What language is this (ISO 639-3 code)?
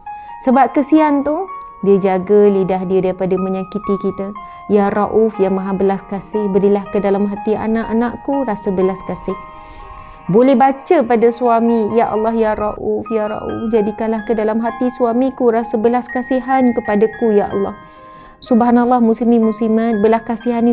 msa